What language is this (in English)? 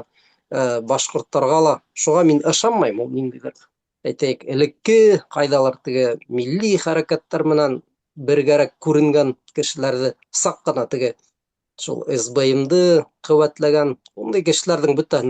Bashkir